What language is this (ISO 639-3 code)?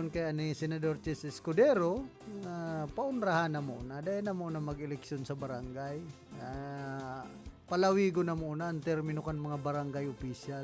bik